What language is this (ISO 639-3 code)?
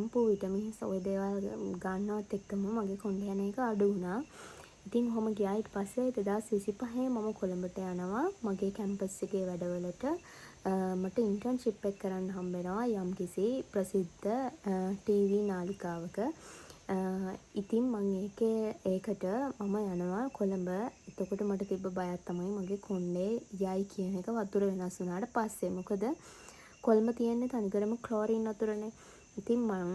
sin